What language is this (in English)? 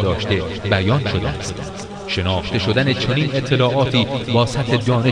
Persian